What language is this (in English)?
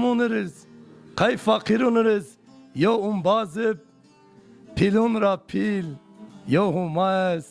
Zaza